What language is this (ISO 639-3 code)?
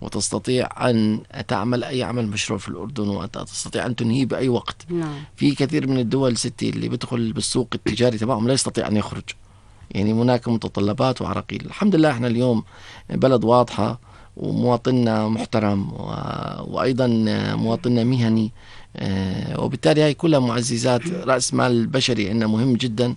apc